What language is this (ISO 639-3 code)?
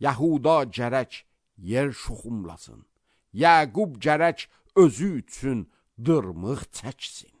aze